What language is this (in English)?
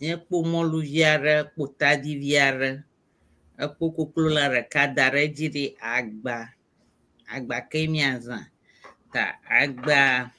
Ewe